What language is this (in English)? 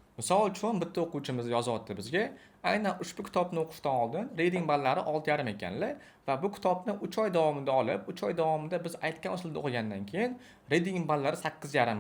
Uzbek